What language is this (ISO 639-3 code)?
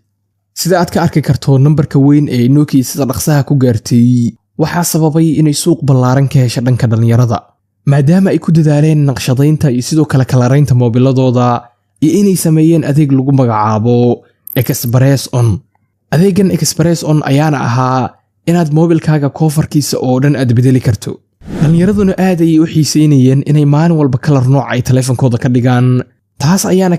som